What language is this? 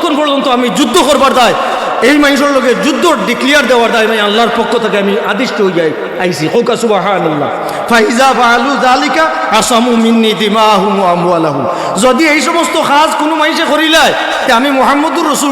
Sylheti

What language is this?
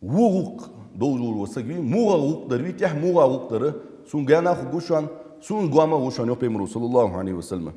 Ingush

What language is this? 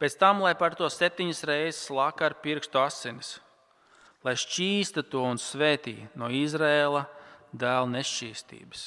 Latvian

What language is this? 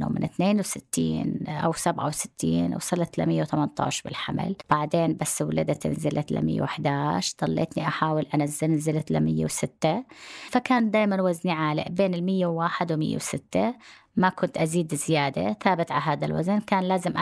North Levantine Arabic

